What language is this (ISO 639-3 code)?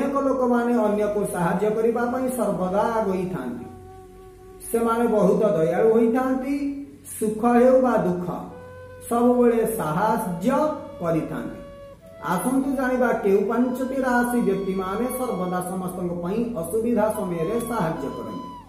ori